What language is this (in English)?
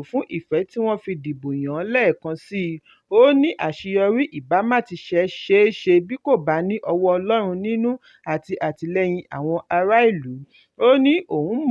Yoruba